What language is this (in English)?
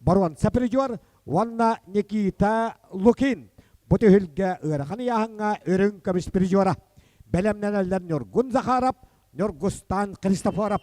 Yakut